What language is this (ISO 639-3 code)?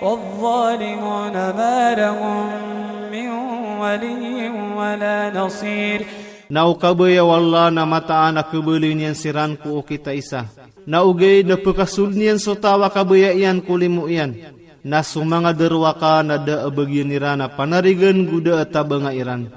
mrw